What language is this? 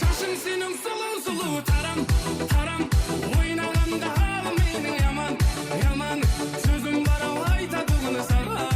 Kara-Kalpak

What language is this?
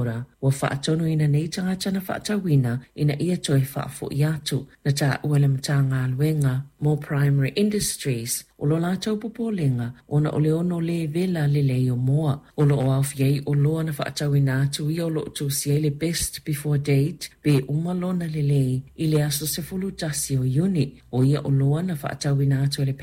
Samoan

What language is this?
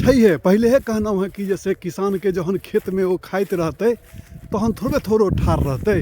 Maithili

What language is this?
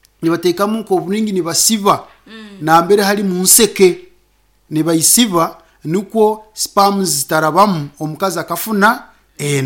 Nyankole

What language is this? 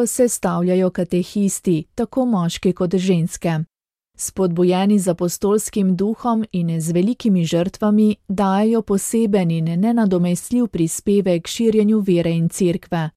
Slovenian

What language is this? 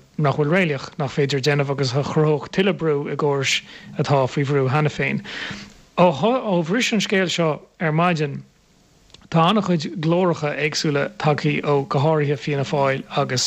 Irish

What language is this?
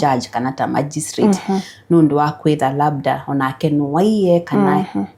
Kamba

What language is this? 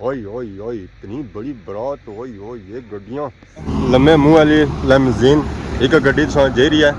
Pahari-Potwari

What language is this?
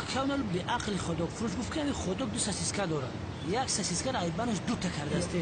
Tajik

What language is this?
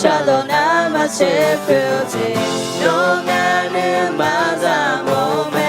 Akha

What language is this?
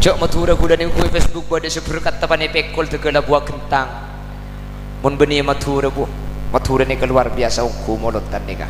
Madurese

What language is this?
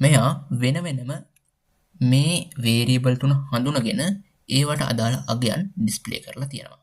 Sinhala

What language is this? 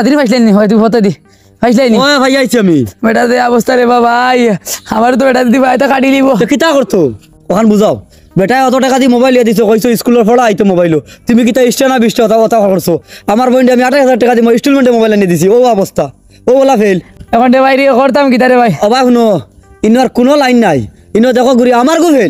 Sylheti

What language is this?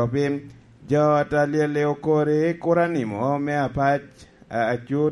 Lango (Uganda)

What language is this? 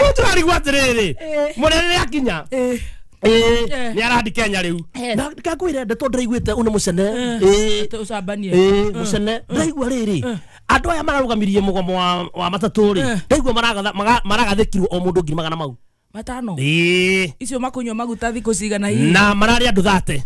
Kikuyu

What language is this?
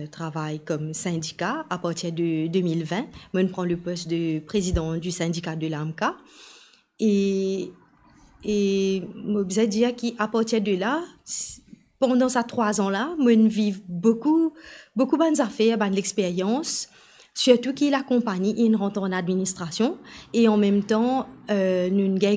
Morisyen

